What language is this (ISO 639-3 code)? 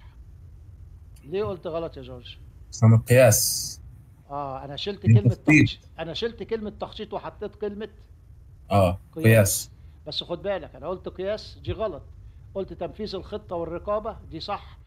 arz